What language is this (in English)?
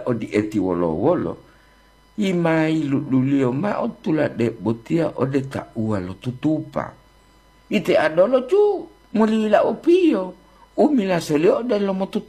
Gorontalo